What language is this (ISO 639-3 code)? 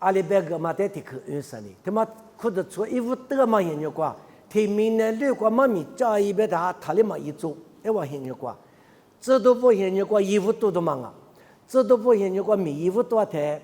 lis